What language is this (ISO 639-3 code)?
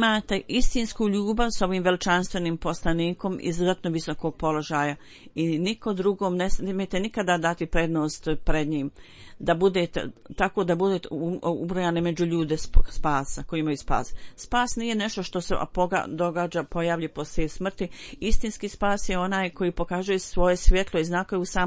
bos